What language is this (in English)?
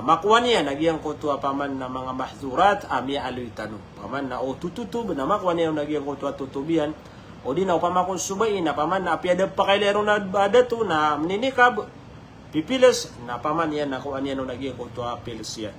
Maranao